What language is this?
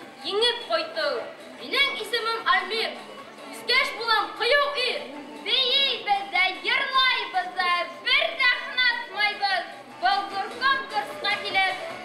Bashkir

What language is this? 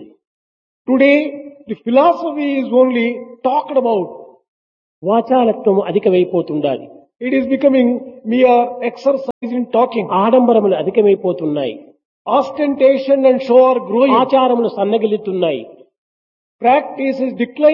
Telugu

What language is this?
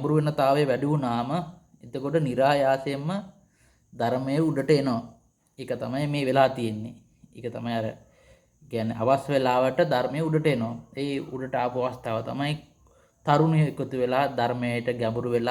Sinhala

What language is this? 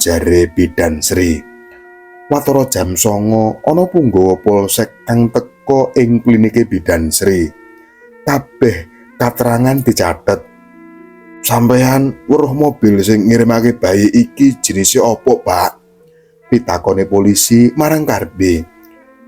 Javanese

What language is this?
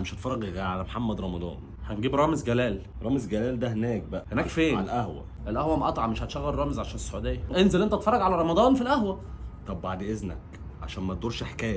Egyptian Arabic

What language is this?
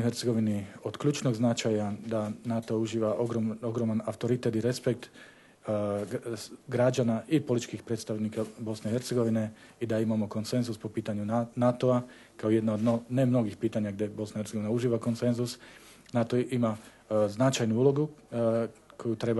Bosnian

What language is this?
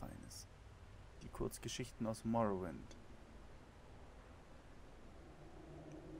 German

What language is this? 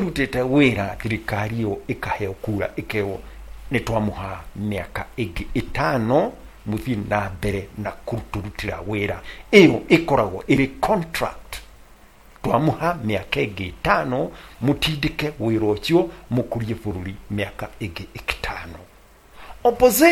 Kikuyu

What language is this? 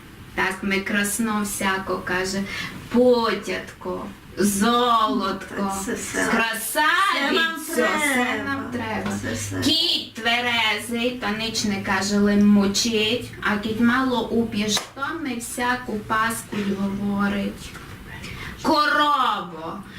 Rusyn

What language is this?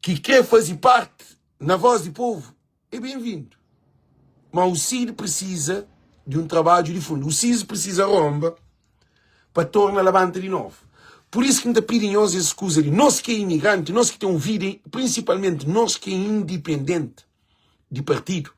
Kabuverdianu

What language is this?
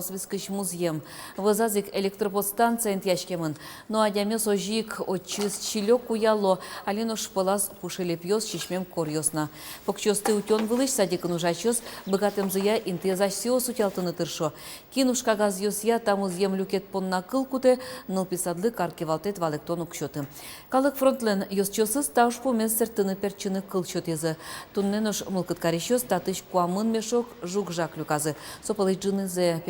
Udmurt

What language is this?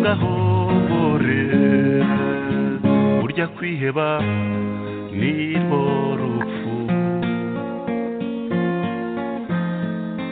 Kinyarwanda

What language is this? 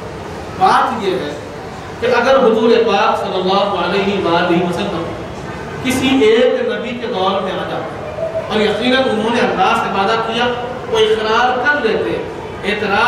Urdu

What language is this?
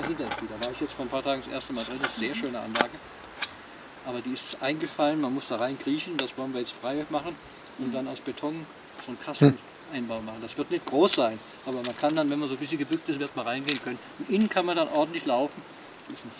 German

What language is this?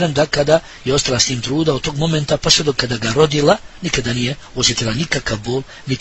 Bosnian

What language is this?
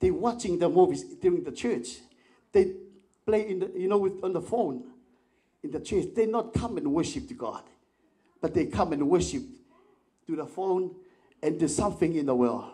Tongan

